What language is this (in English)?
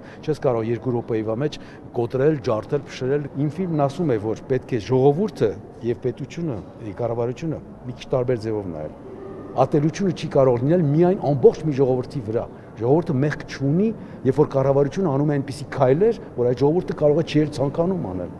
Armenian